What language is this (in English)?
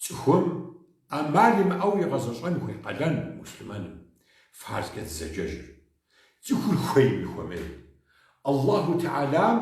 Kabardian